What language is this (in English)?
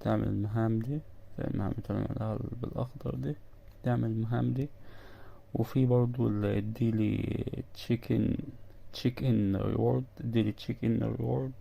Egyptian Arabic